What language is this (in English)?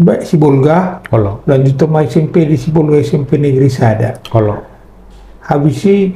Batak Toba